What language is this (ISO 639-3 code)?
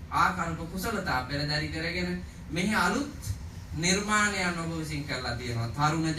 sin